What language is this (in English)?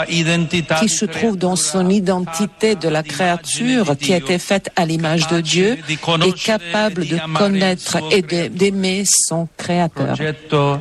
French